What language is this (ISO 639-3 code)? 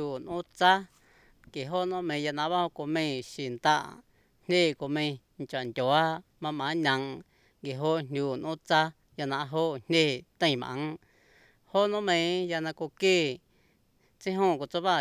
srp